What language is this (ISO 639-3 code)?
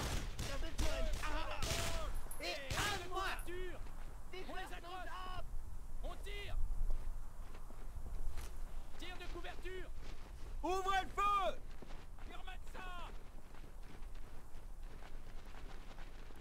fra